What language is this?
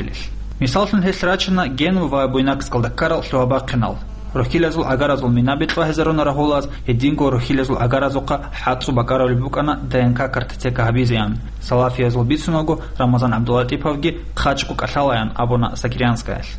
Avaric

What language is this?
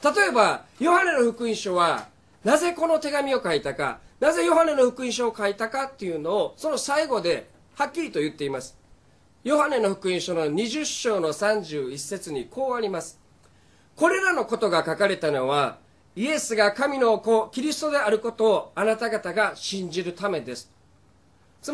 Japanese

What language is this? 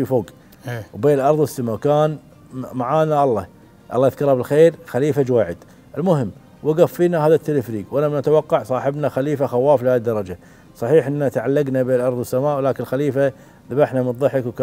Gulf Arabic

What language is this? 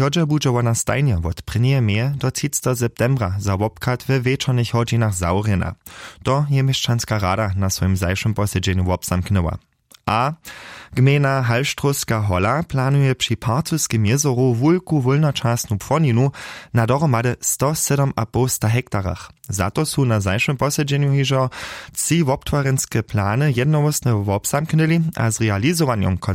Upper Sorbian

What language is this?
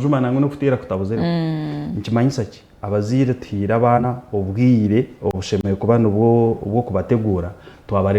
Nyankole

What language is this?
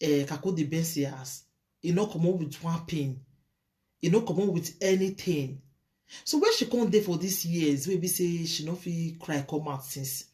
Nigerian Pidgin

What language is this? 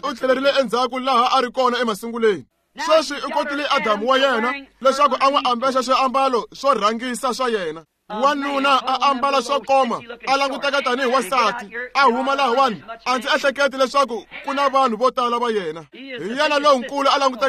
Tsonga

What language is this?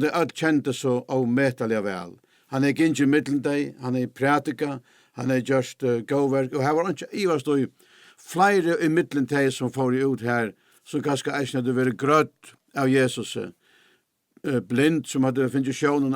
Faroese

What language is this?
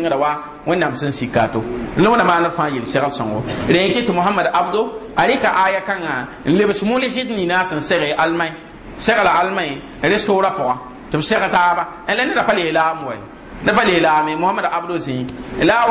Mossi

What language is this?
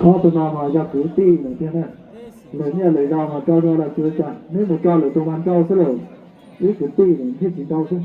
Hmong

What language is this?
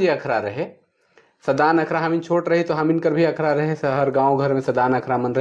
Sadri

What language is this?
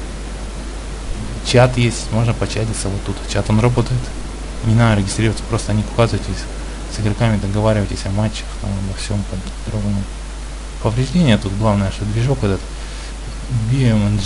Russian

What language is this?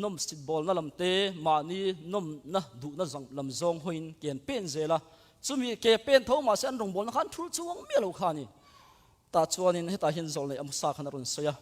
Mizo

